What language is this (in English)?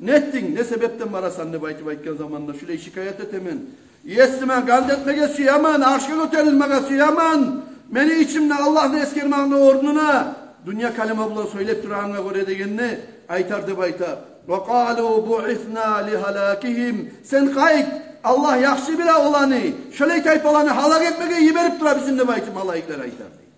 Kumyk